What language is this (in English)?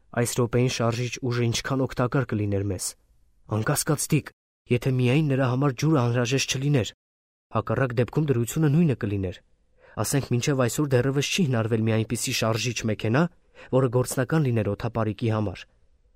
Armenian